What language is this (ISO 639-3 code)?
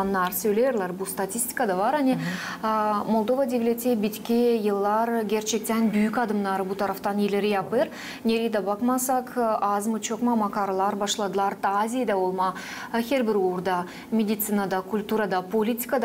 gag